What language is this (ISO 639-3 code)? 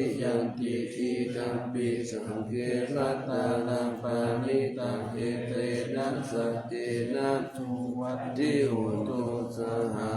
pli